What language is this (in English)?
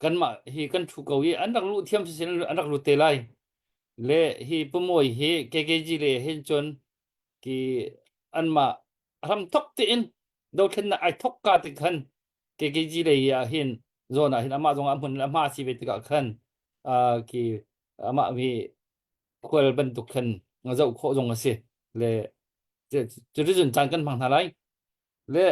Hakha Chin